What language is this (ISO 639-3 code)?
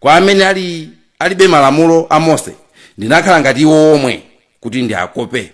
nya